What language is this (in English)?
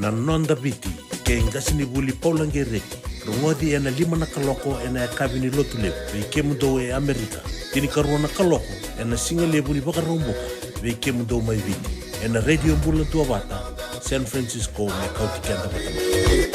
Fijian